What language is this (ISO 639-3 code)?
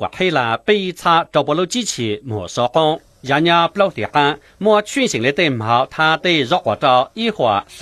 hmn